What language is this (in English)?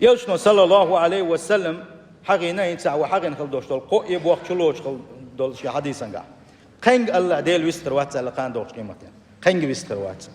Chechen